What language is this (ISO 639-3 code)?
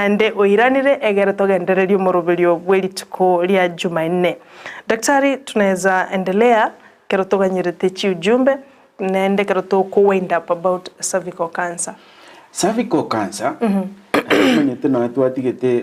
guz